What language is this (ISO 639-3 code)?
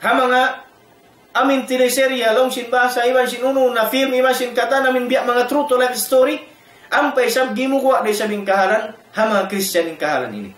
tsg